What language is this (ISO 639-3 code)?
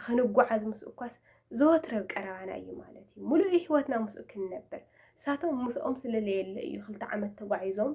tir